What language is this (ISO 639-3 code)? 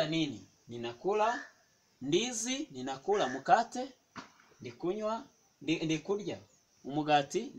kin